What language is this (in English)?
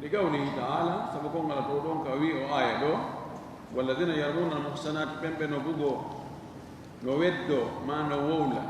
Fula